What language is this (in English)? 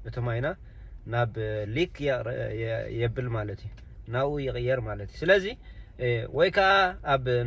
Tigrinya